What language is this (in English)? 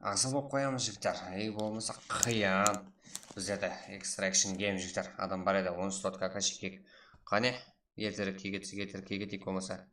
Kara-Kalpak